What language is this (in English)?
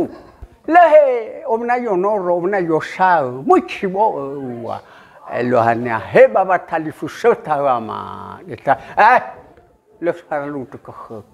Nias